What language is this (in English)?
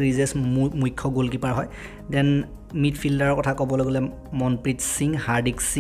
Assamese